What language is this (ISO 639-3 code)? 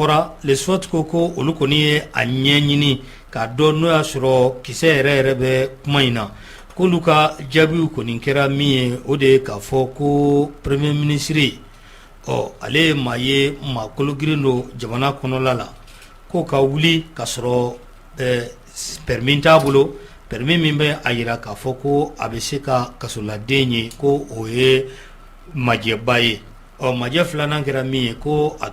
bam